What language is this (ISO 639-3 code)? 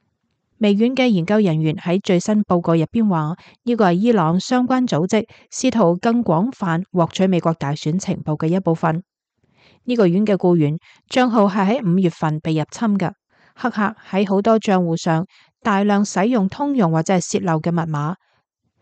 yue